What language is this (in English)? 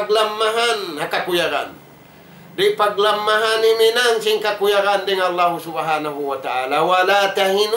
Tausug